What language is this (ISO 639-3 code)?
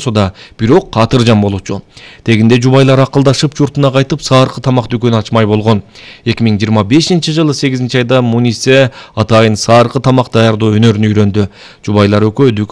kir